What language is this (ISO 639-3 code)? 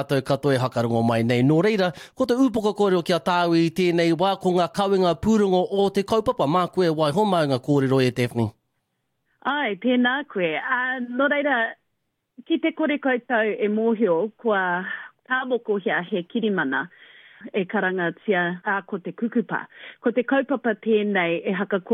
mri